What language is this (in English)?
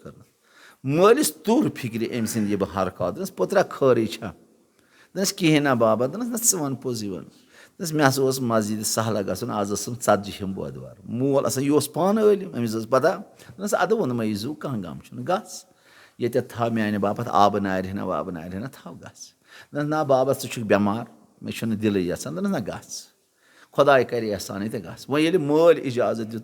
Kashmiri